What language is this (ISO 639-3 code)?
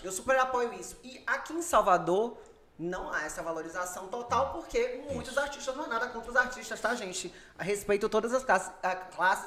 por